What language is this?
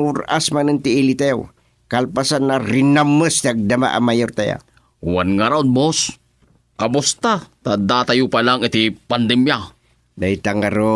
Iloko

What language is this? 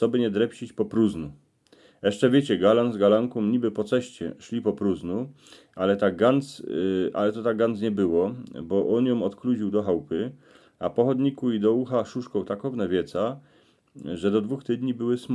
Silesian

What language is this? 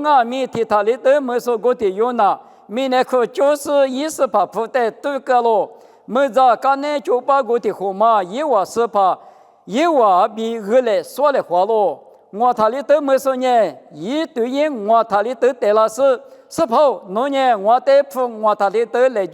Lisu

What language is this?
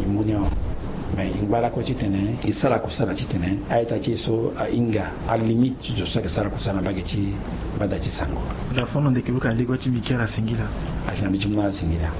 Sango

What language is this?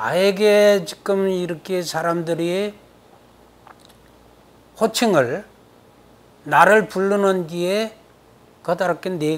Korean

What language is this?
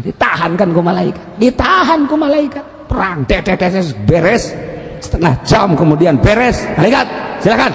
Sundanese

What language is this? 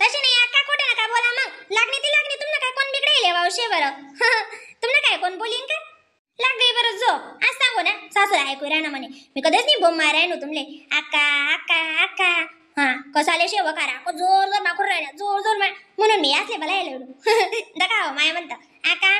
Khandesi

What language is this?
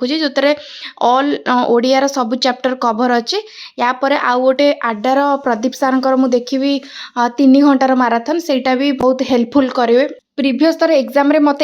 Odia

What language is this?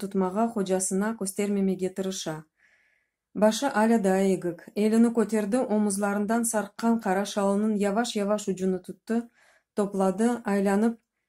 Crimean Tatar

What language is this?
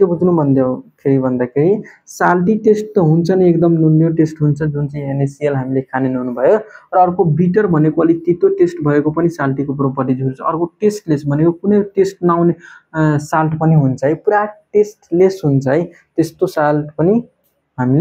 Nepali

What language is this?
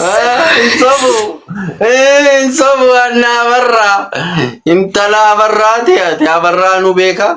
Oromo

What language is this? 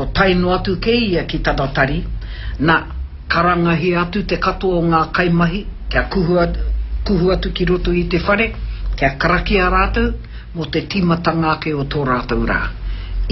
Māori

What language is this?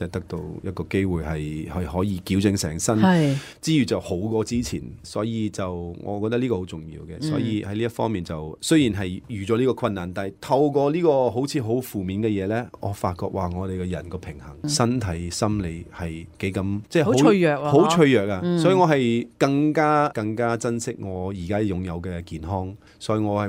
Cantonese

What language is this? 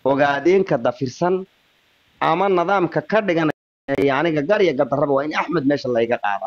Somali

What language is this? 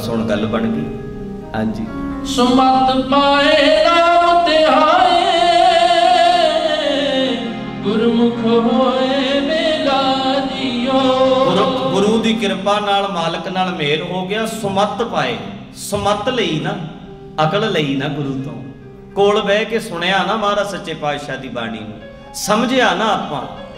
Punjabi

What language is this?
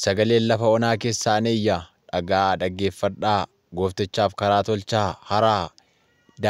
Oromo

